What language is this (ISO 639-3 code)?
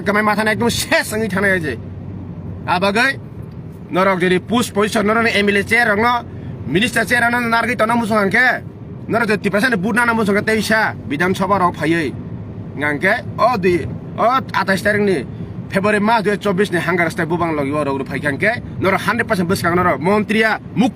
trp